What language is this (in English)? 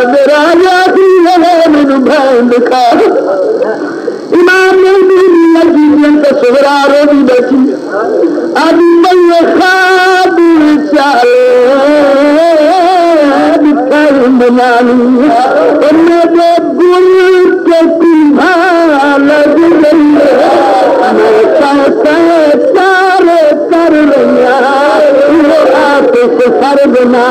Urdu